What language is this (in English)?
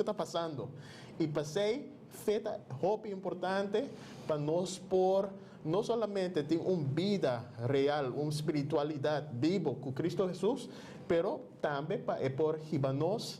Papiamento